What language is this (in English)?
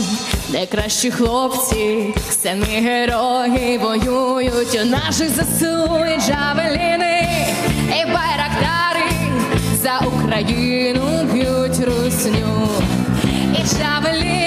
Ukrainian